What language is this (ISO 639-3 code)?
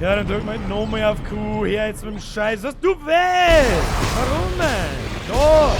bar